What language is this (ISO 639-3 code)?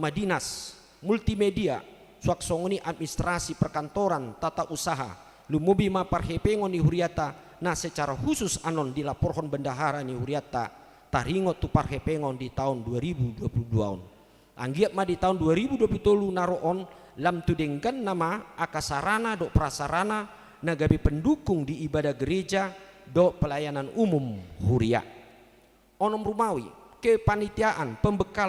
bbc